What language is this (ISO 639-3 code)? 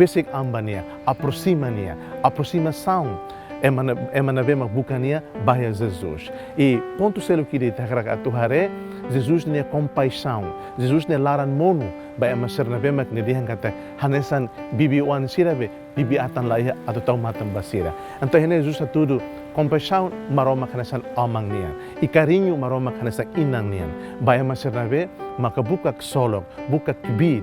tet